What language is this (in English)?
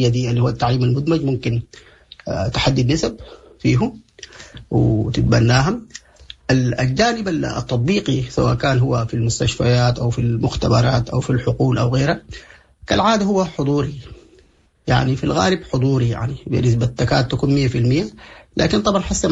Sudanese Arabic